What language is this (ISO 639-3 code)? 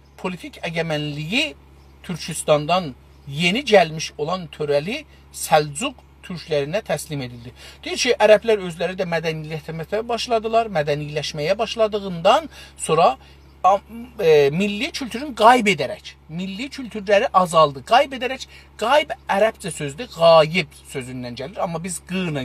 azb